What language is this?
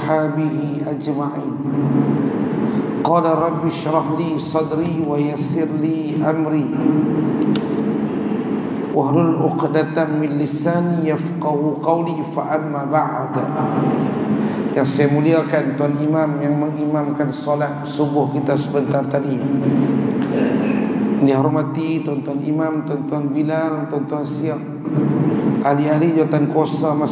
Malay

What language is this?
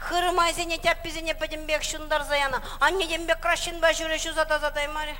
Chuvash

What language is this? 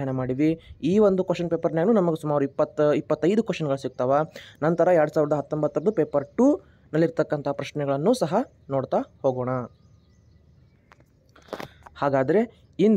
Kannada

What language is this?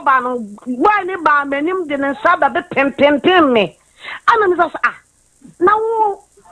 Akan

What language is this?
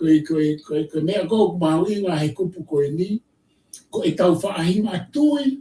Tongan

